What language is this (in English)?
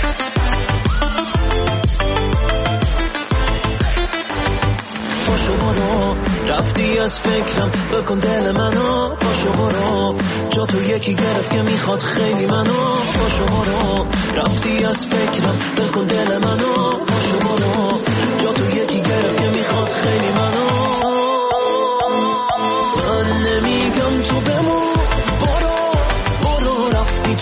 Persian